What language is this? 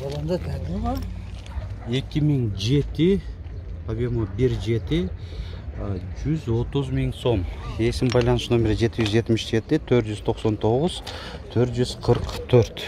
Kyrgyz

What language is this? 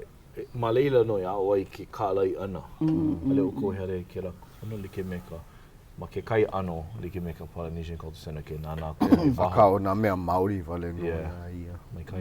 Hawaiian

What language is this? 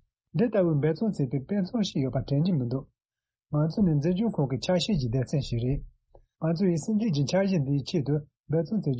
Tibetan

